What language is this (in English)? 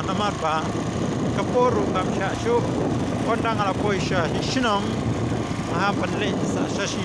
Khasi